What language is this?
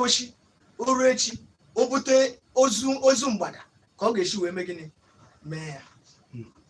Igbo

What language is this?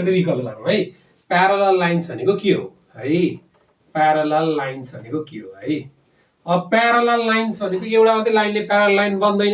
Nepali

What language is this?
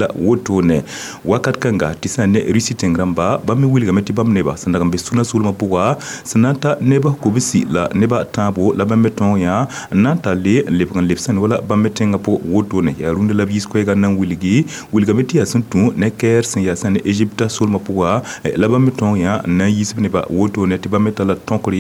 Mossi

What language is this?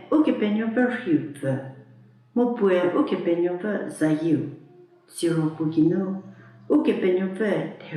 Angami Naga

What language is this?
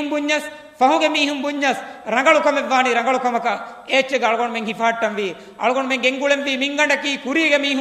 Divehi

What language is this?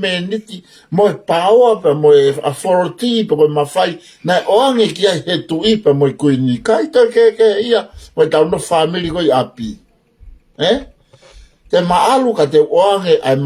Tongan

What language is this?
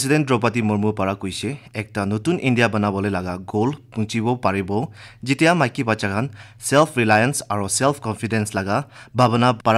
Naga Pidgin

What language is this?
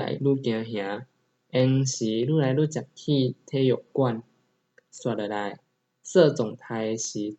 Min Nan Chinese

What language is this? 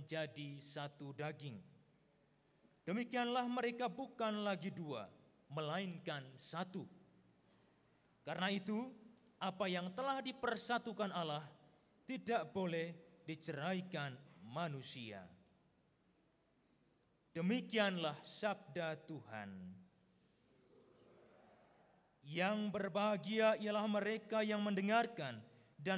Indonesian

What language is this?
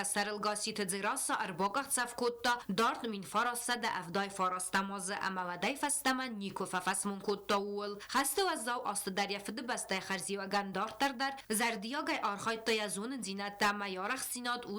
Ossetic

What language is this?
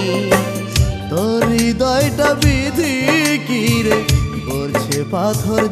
Bangla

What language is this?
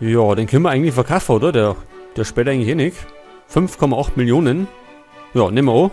Bavarian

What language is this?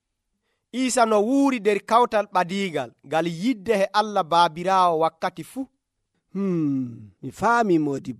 Nigerian Fulfulde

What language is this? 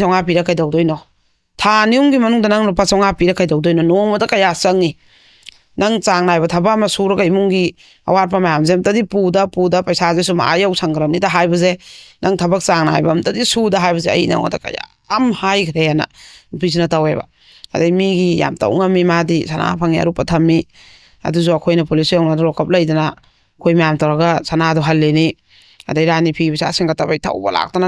Manipuri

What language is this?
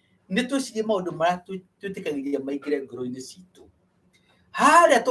Kikuyu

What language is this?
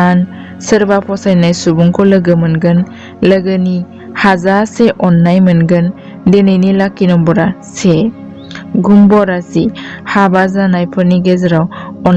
Bodo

